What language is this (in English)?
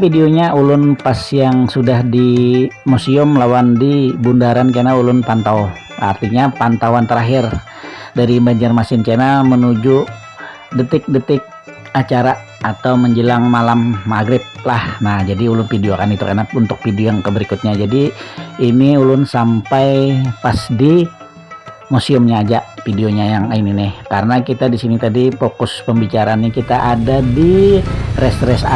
Banjar